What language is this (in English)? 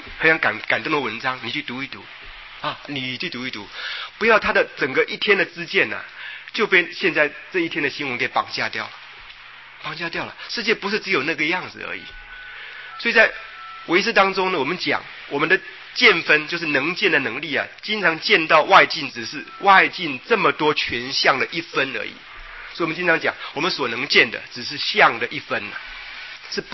Chinese